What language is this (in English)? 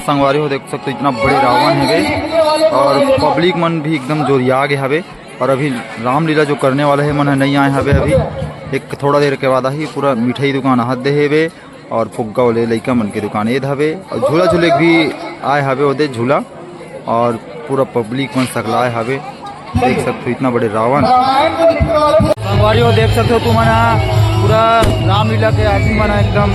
Chhattisgarhi